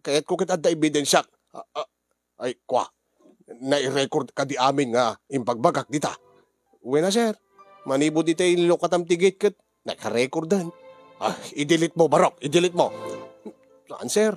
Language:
Iloko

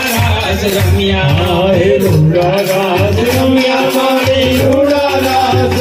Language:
Gujarati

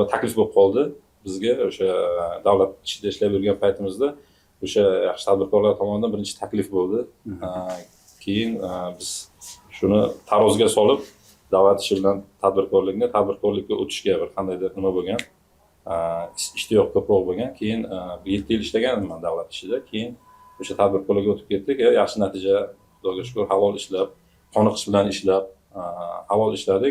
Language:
Uzbek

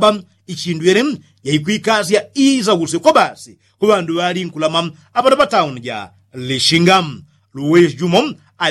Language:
Yao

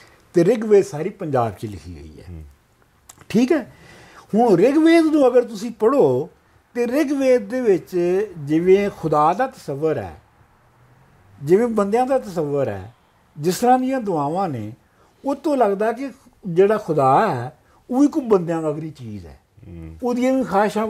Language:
Punjabi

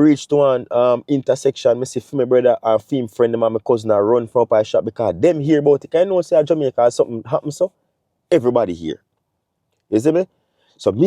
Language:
Jamaican Creole English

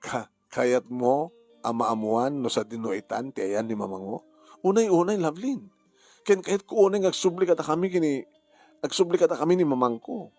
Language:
Iloko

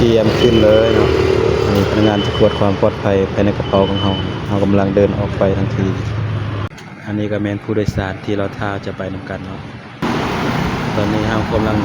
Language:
Lao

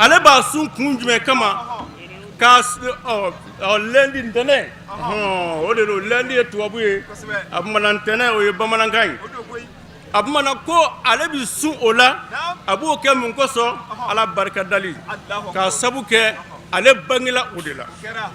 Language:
Bambara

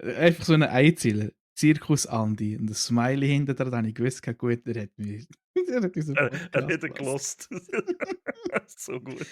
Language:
Swiss German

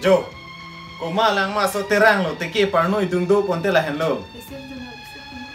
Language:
Karbi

